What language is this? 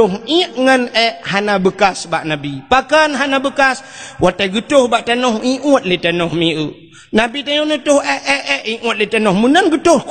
Achinese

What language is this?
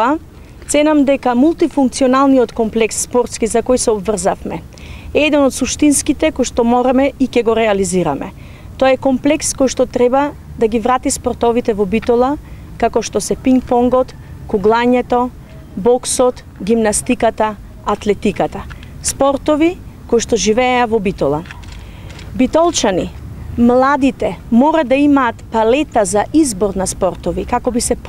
Macedonian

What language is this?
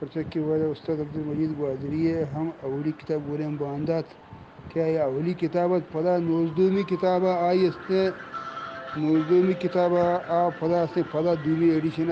Eastern Balochi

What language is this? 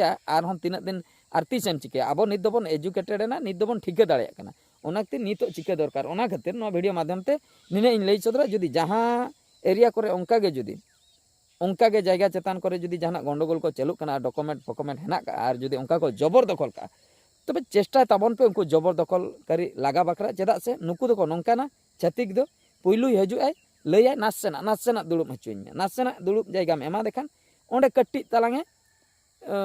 Santali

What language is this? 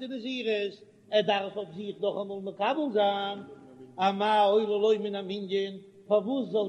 Yiddish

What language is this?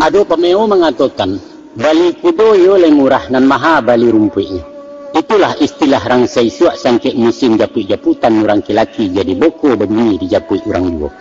Minangkabau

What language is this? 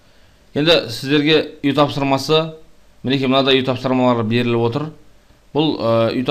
Kazakh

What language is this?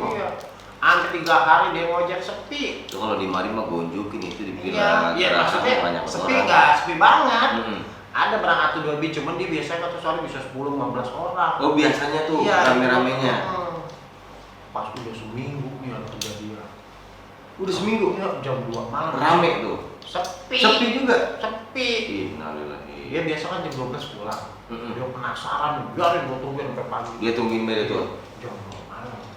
Betawi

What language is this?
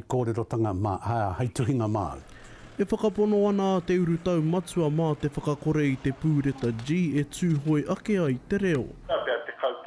Māori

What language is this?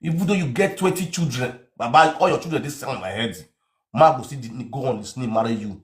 Nigerian Pidgin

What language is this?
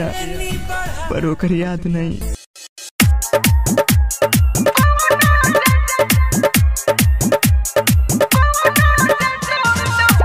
Bhojpuri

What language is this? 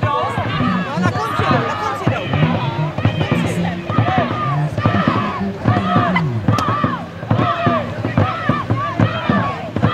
Czech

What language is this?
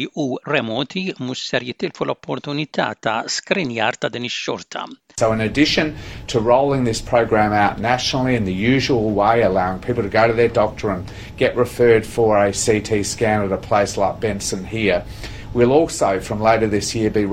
Maltese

